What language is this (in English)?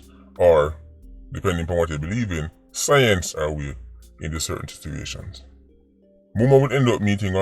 Jamaican Creole English